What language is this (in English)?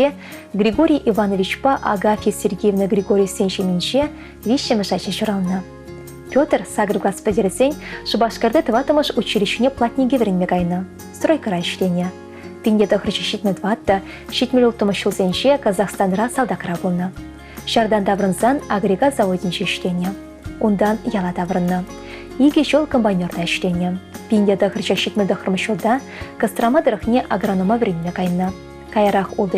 Chuvash